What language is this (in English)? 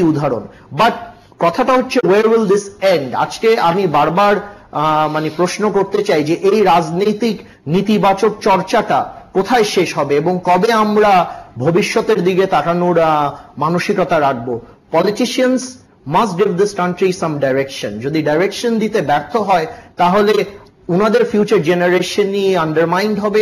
Bangla